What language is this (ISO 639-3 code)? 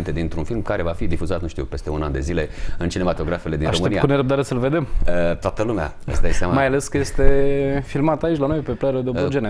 ron